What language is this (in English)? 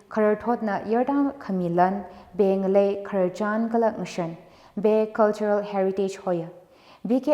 Tangkhul Naga (India)